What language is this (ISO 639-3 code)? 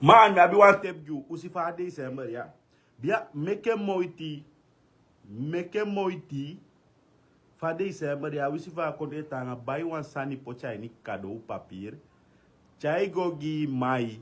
srn